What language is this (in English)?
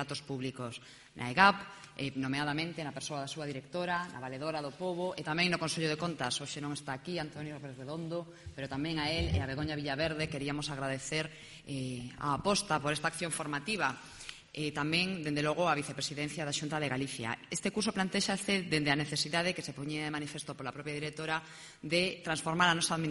Galician